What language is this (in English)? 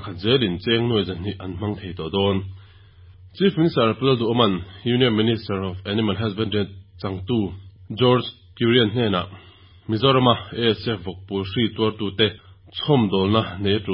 Mizo